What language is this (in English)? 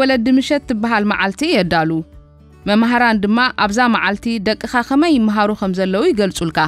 Tigrinya